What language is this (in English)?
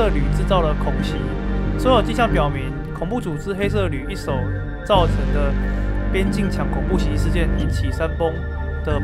Chinese